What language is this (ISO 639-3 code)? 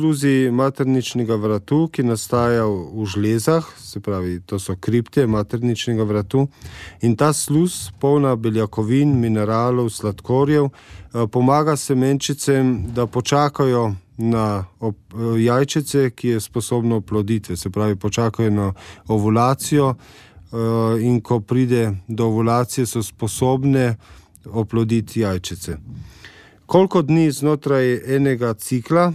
slv